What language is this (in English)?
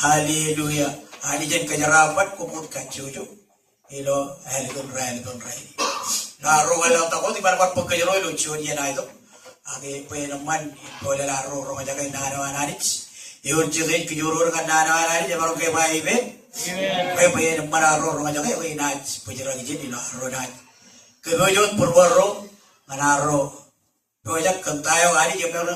Marshallese